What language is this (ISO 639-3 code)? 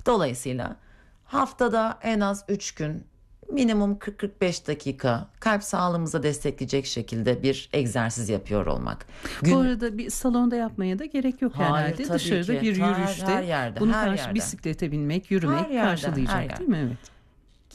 tur